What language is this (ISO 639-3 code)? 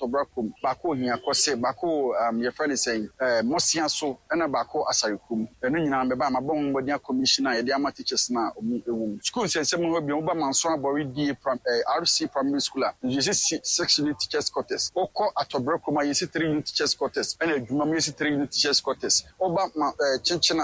aka